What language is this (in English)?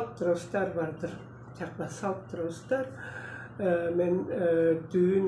Tuvinian